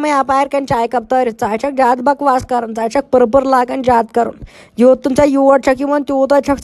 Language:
Kashmiri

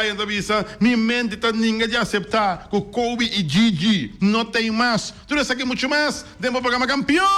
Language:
Papiamento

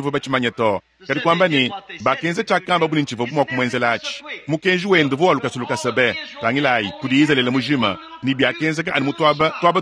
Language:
Luba-Lulua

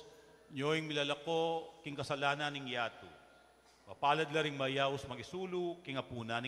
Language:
Pampanga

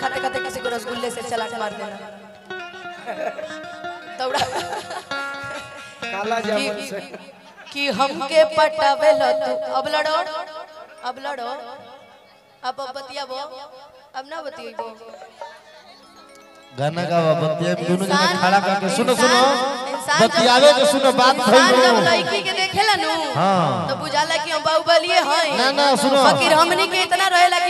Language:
Bhojpuri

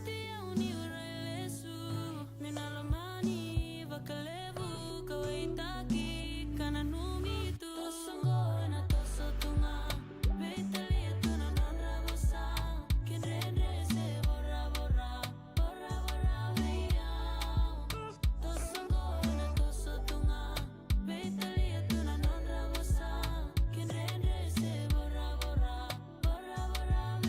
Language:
Fijian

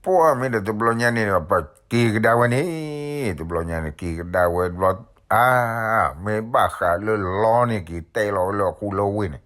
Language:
S'gaw Karen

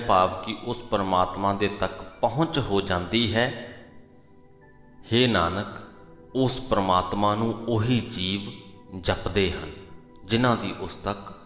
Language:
Punjabi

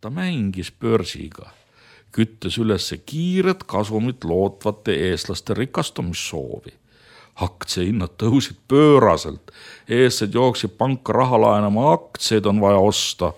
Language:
Estonian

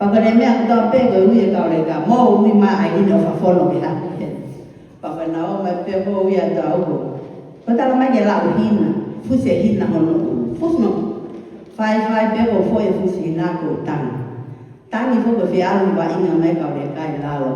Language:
Tongan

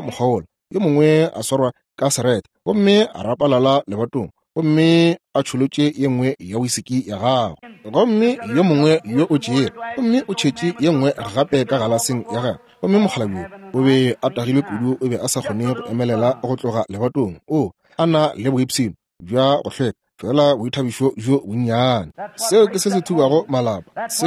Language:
Northern Sotho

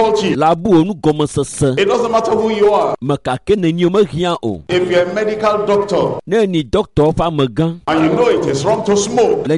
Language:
Ewe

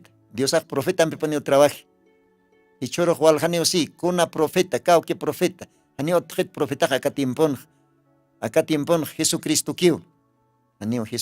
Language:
Aymara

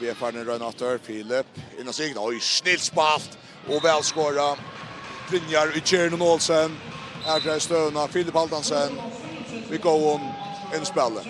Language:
Faroese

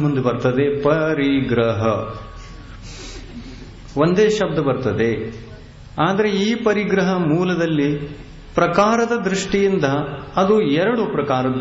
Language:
Kannada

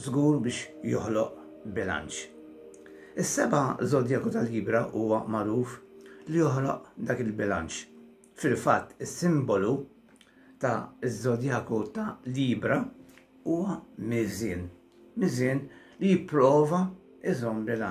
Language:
Maltese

